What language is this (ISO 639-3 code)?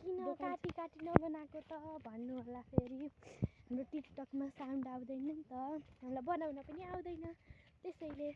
nep